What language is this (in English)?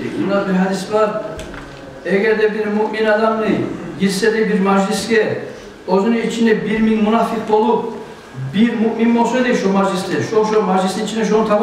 Kumyk